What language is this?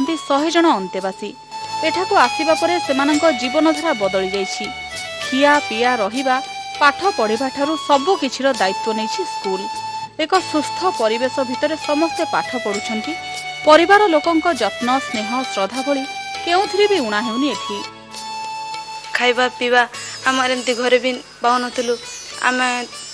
Odia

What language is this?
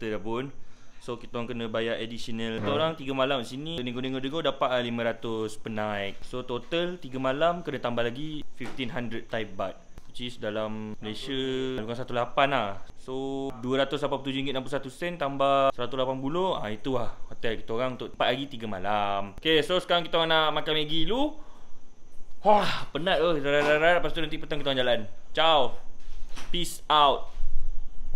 Malay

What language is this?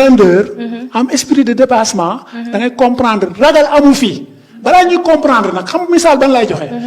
Wolof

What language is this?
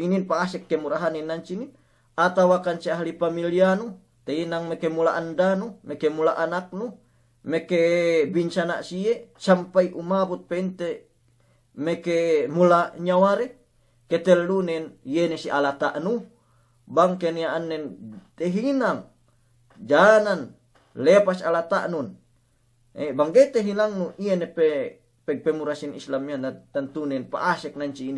Yakan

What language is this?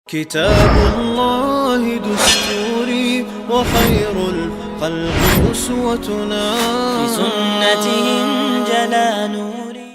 Chechen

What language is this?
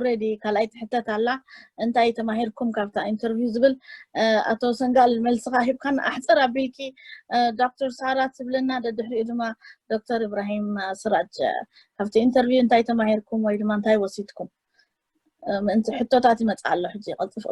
Tigrinya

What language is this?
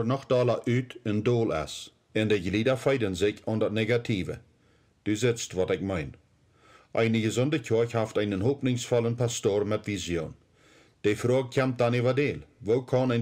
Plautdietsch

